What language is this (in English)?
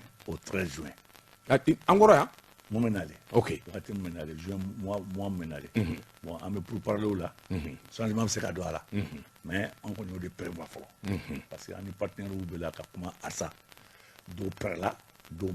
Bambara